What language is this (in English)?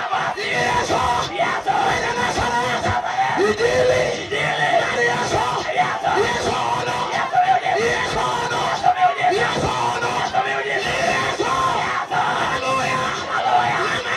Luo (Kenya and Tanzania)